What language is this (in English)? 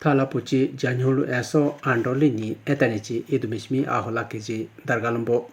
Idu-Mishmi